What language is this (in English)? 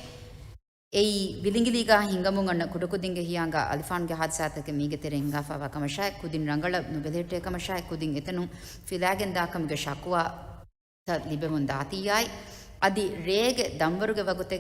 Divehi